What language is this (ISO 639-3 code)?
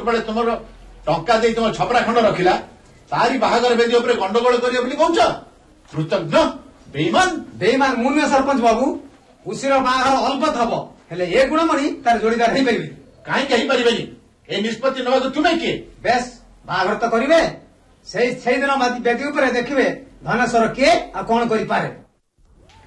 ori